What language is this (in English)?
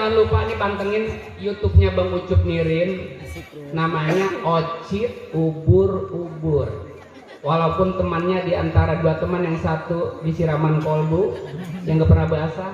Betawi